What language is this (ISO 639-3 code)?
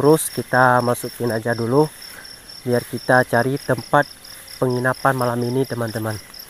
ind